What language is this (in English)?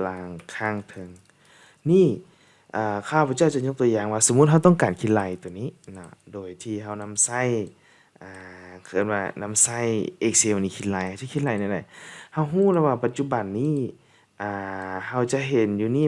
Lao